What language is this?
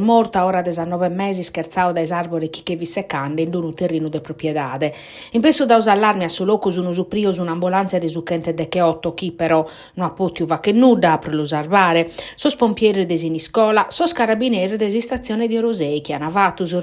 Sardinian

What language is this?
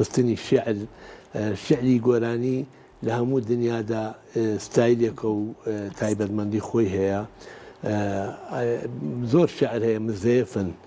Central Kurdish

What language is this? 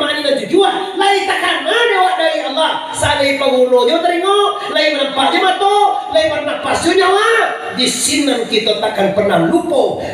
Minangkabau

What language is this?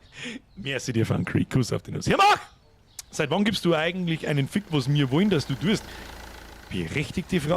Bavarian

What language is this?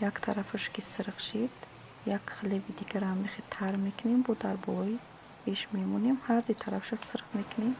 Tajik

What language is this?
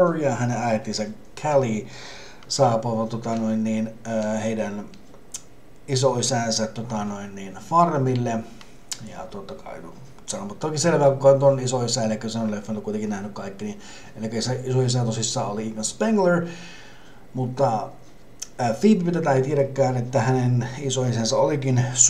Finnish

